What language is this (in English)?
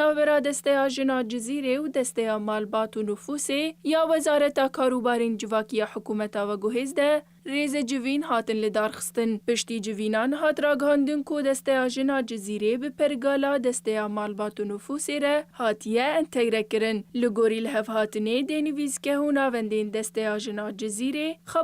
Kurdish